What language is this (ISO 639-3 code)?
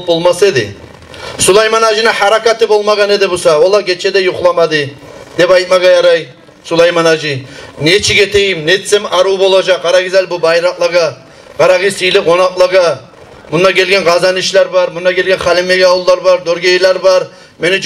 kum